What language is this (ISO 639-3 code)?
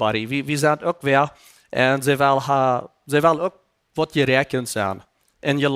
pdt